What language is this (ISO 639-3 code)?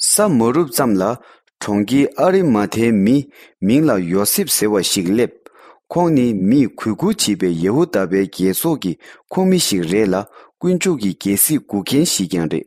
bod